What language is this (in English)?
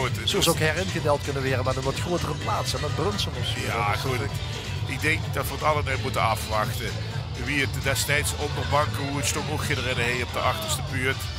Limburgish